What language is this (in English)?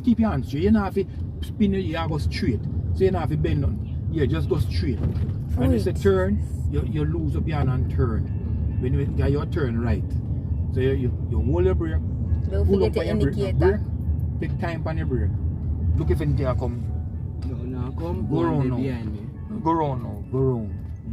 Jamaican Creole English